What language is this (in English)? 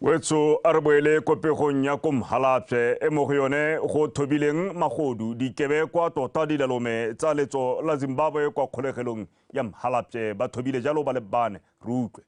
Tswana